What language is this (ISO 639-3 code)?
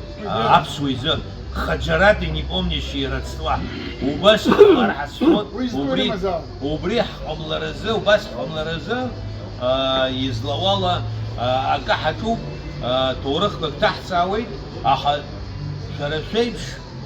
abk